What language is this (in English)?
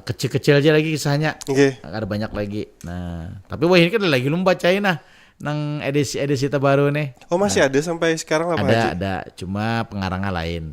Banjar